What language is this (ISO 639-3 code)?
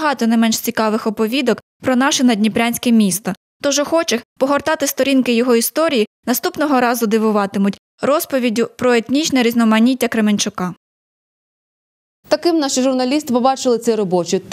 ukr